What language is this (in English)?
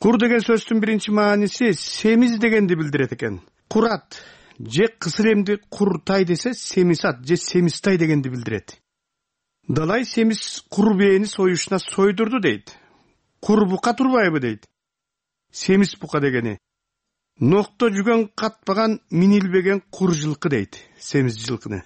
Kyrgyz